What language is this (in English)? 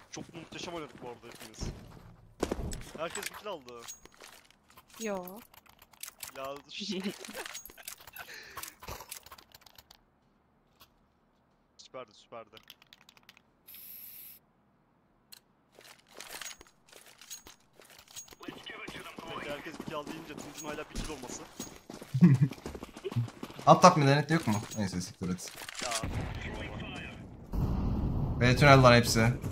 Turkish